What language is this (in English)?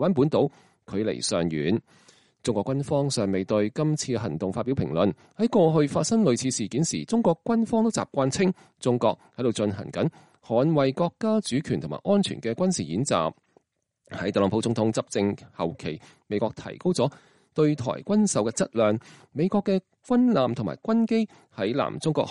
Cantonese